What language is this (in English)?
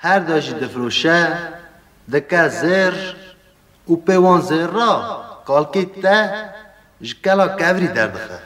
Kurdish